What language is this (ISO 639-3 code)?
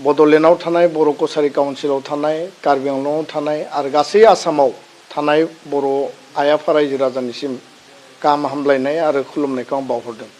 brx